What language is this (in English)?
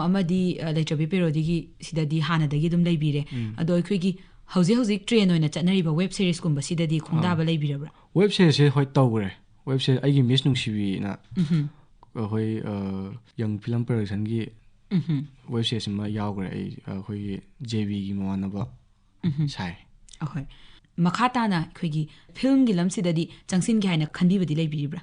Manipuri